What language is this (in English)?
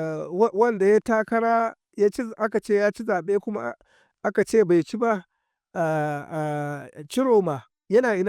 Hausa